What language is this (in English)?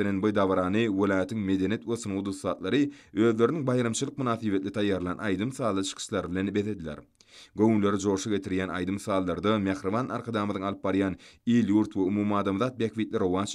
Turkmen